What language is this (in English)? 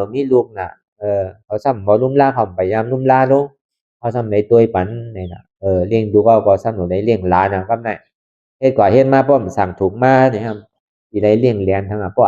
Shan